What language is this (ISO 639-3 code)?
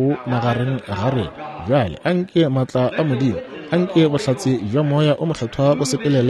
nso